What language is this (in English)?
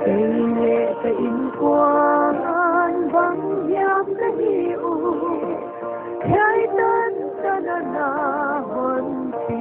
Paite Chin